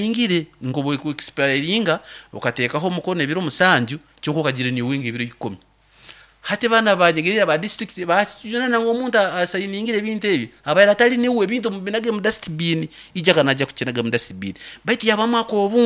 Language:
Nyoro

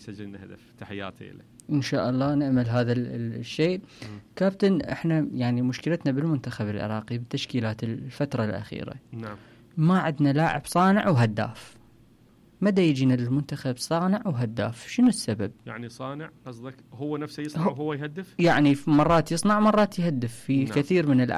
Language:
Mesopotamian Arabic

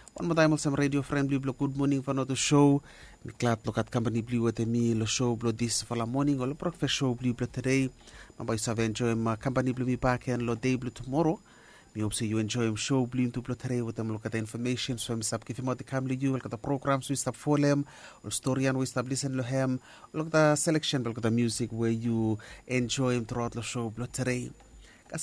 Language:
Bislama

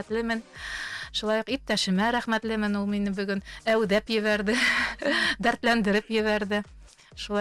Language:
Bashkir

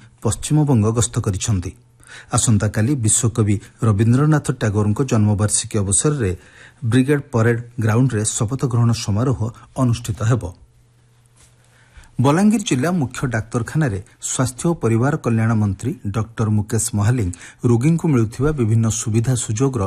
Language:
Odia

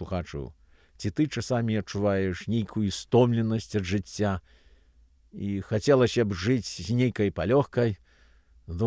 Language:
Belarusian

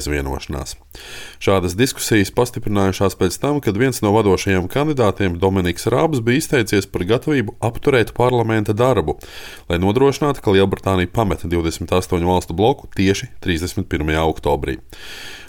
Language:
Latvian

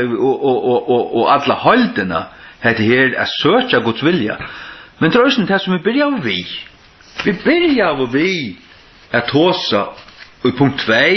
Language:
Faroese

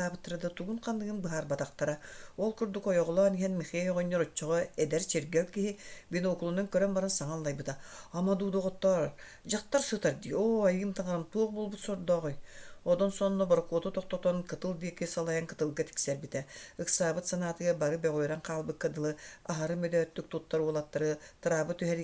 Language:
Yakut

